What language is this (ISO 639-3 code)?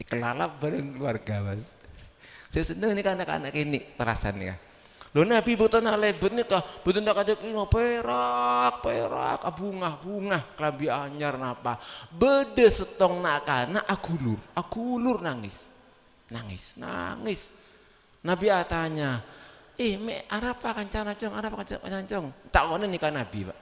mad